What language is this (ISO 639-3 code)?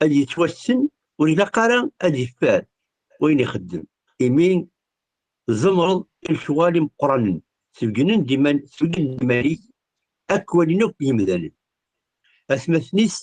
kab